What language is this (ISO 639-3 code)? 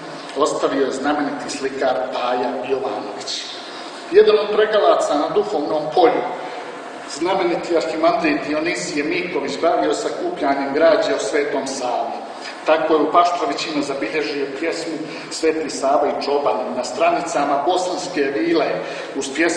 srp